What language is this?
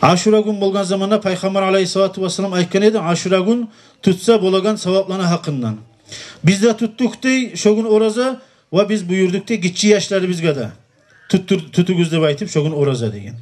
Kumyk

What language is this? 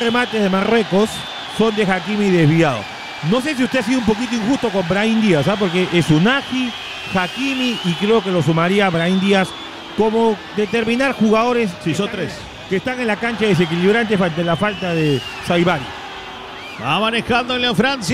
Spanish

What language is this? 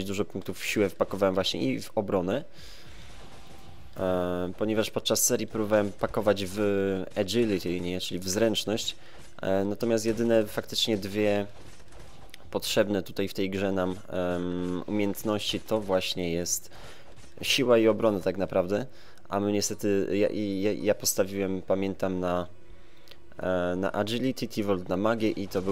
Polish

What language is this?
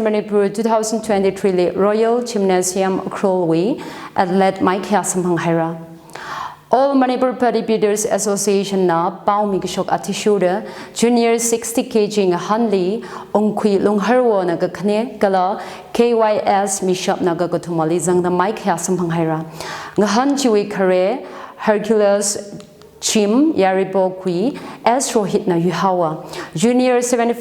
Tangkhul Naga (India)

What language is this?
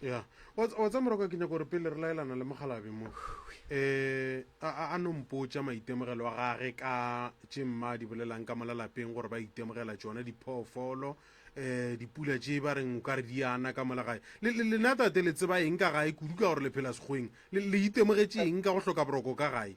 Northern Sotho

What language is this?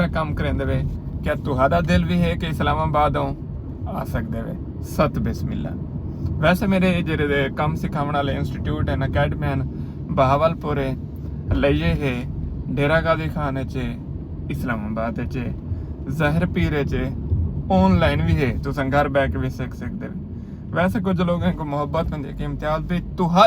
Saraiki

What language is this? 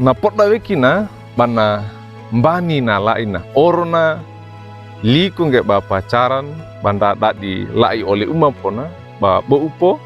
Wejewa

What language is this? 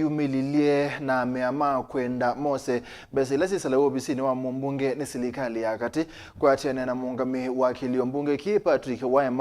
Kamba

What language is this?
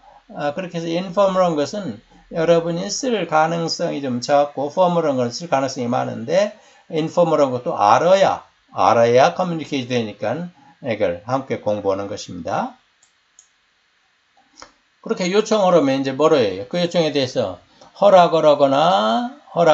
Korean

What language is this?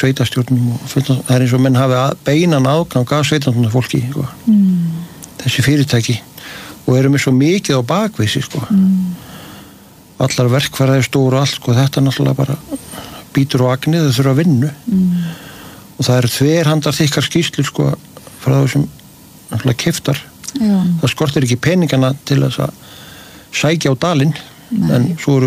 Icelandic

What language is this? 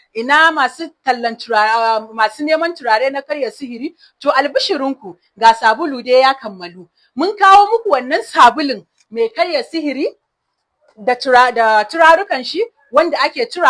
Hausa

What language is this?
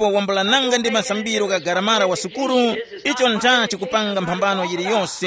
Tumbuka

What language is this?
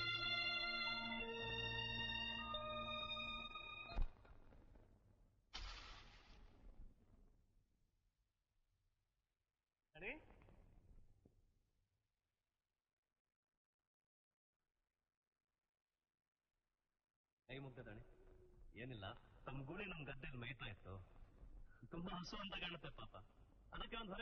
Kannada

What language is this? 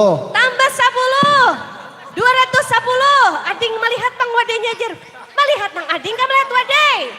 Banjar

